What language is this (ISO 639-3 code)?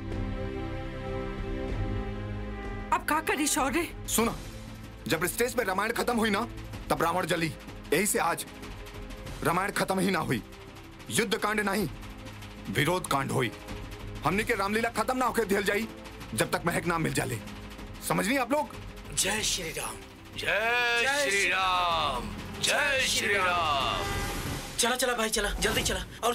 bho